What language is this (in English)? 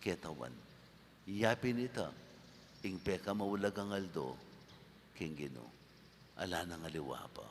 Pampanga